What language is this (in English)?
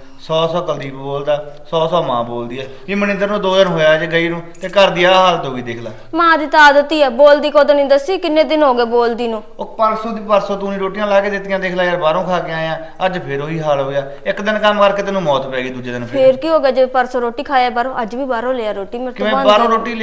Punjabi